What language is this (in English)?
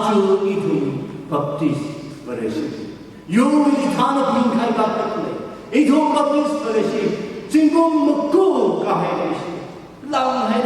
Tangkhul Naga (India)